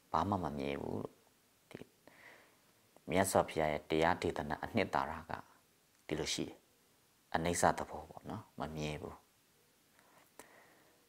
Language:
Burmese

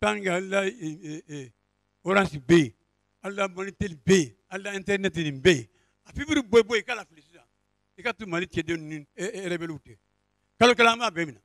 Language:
Bambara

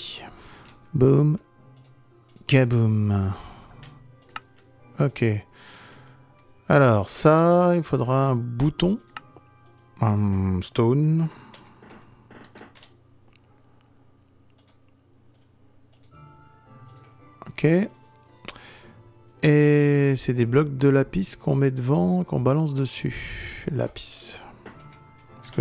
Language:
French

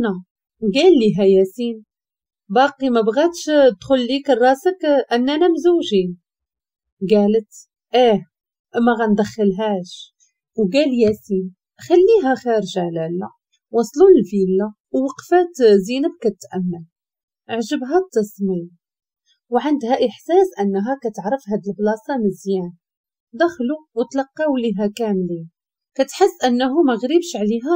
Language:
Moroccan Arabic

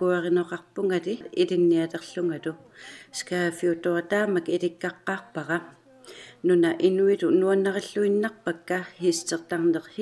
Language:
Kalaallisut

